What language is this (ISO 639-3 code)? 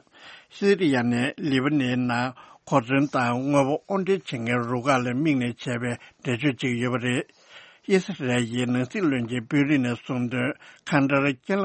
bod